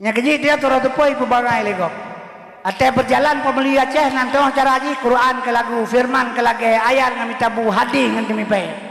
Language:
Achinese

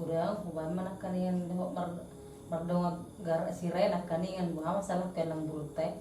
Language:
Batak Toba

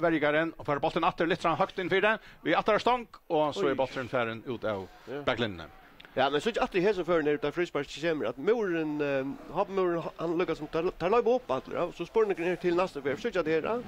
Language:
Faroese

